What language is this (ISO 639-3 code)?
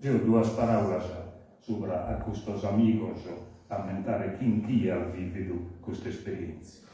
srd